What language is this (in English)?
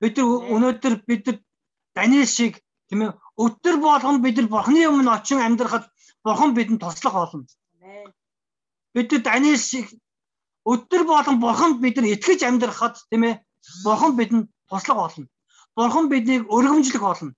Mongolian